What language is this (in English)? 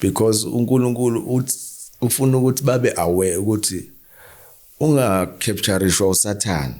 Zulu